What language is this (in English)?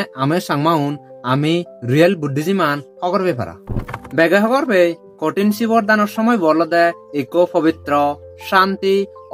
Chakma